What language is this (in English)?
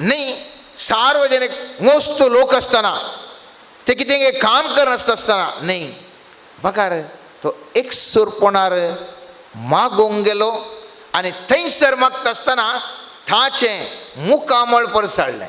Konkani